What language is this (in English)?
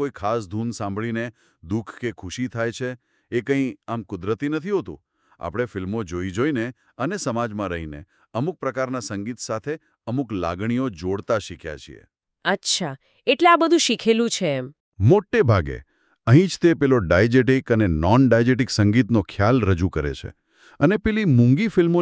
Gujarati